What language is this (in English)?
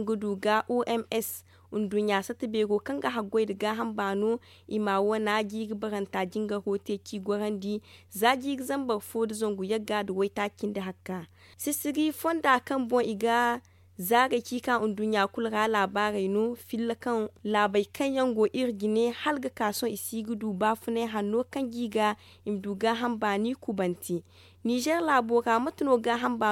Zarma